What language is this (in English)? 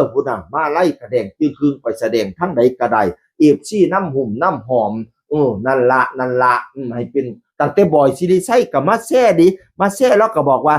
Northeastern Thai